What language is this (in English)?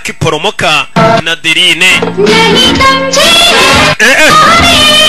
Kinyarwanda